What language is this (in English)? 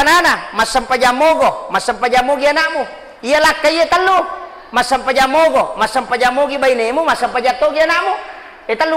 Buginese